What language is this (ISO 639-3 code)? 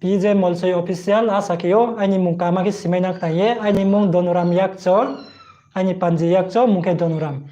ria